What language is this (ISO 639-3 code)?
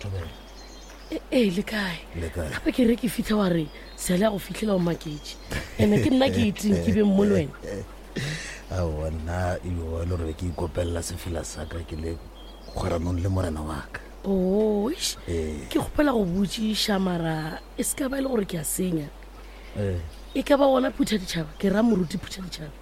nso